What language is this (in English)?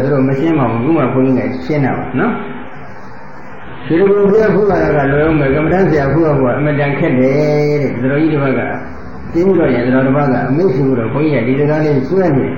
Burmese